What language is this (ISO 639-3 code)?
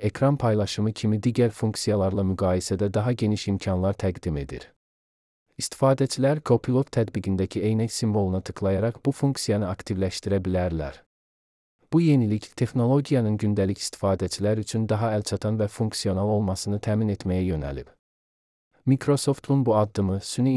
aze